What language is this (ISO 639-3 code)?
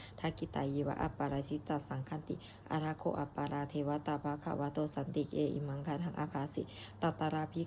pli